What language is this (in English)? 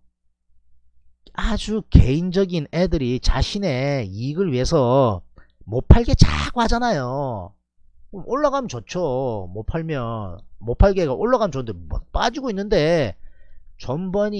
Korean